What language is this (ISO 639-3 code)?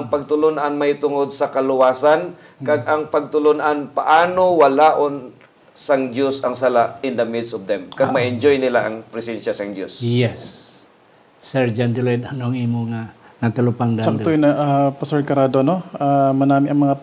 hil